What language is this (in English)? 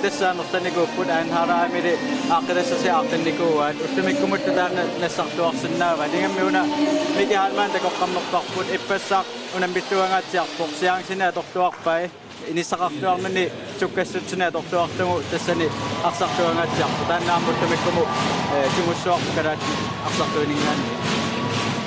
Kalaallisut